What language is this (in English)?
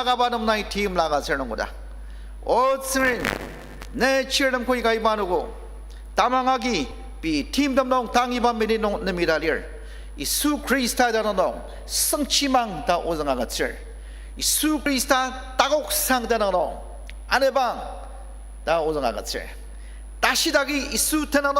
Ao Naga